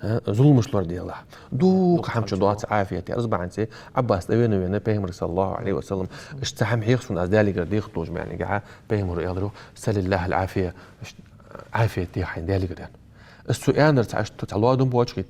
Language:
Ingush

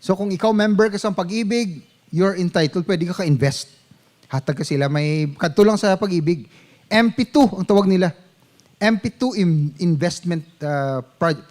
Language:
Hiligaynon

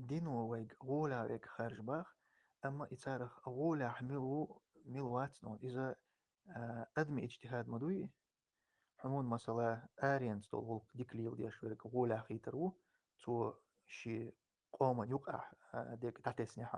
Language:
Chechen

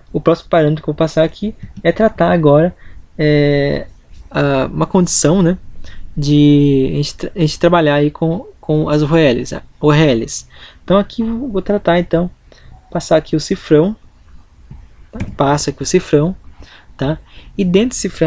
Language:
Portuguese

